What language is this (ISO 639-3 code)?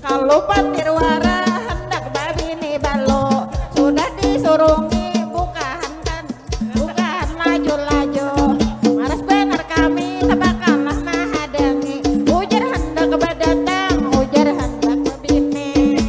bjn